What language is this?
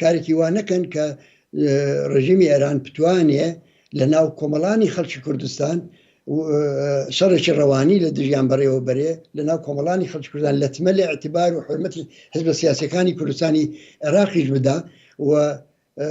Central Kurdish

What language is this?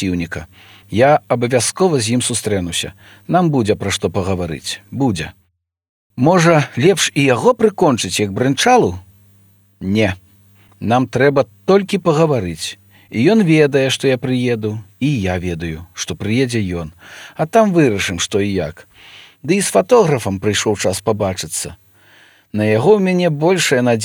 Belarusian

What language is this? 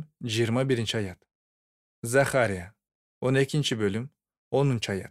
Kyrgyz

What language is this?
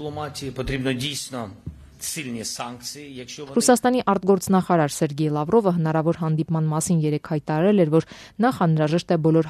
Armenian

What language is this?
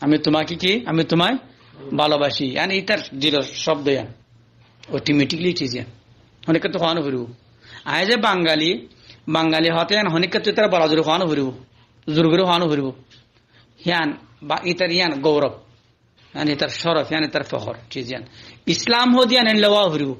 Rohingya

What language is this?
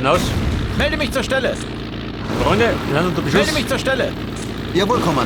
Bavarian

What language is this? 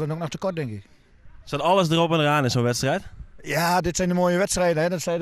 Dutch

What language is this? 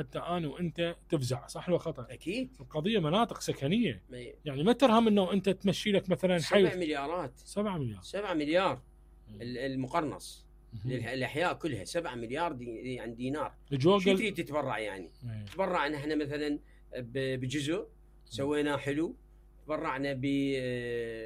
Mesopotamian Arabic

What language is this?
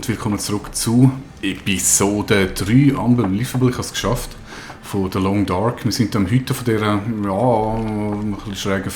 Swiss German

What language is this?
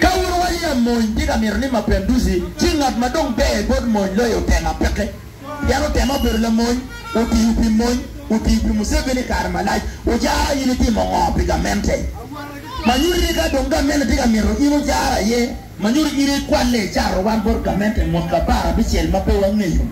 Acoli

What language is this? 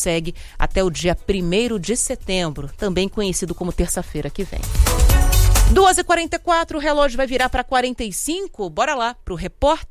Portuguese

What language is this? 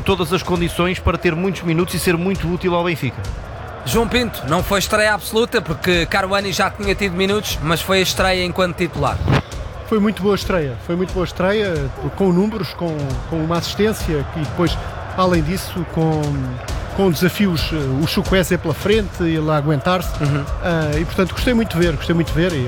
Portuguese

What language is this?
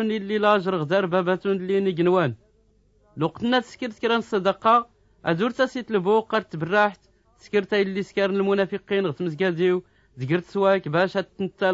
Tachelhit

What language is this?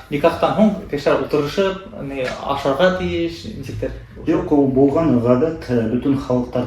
Bashkir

